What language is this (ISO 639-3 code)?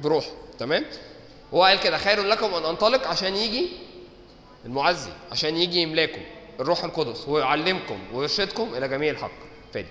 arz